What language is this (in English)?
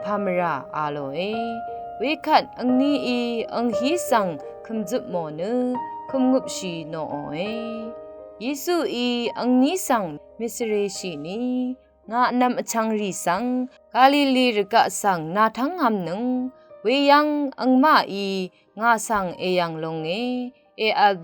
Rawang